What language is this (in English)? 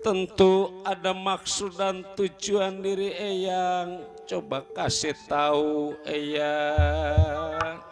Betawi